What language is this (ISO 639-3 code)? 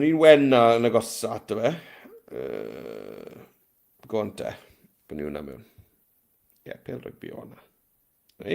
cym